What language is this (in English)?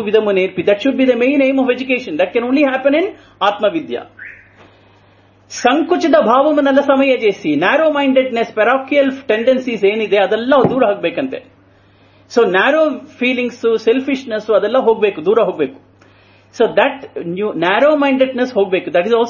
Kannada